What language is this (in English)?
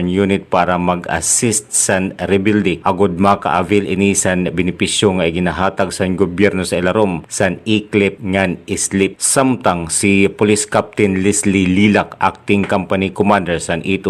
Waray